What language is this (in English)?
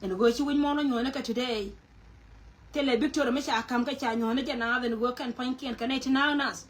Nuer